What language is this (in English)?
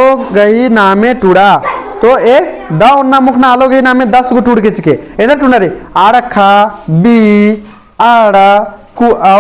Kurukh